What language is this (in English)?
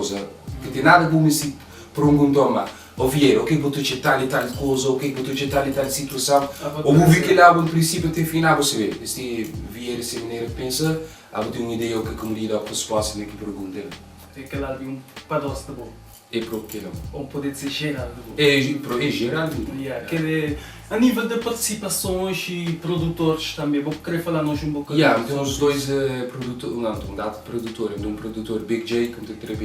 Kabuverdianu